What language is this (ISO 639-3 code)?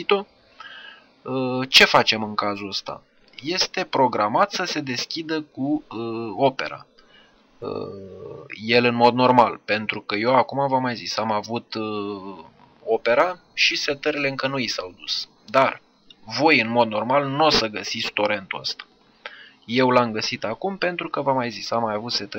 ron